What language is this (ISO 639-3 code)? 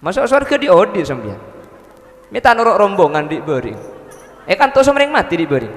mad